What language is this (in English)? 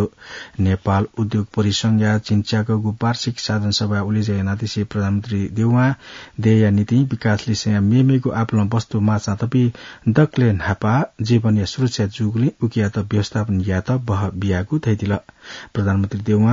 Newari